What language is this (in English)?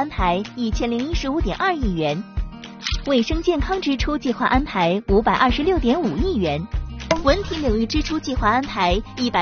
Chinese